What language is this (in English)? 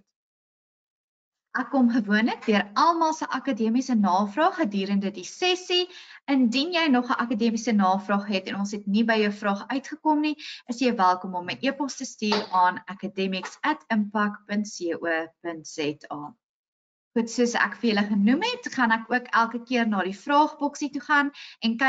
Afrikaans